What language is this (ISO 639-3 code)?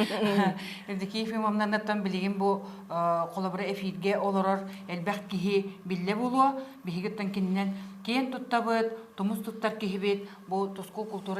sah